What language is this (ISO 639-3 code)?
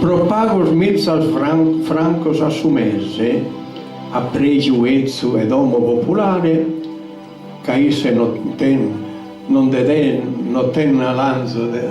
srd